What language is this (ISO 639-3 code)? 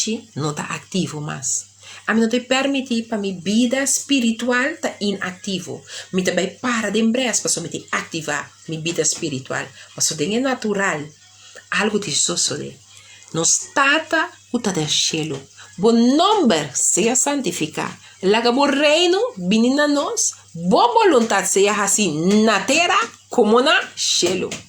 pap